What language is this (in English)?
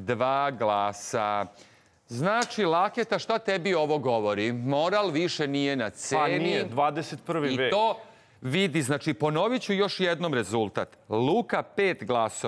Serbian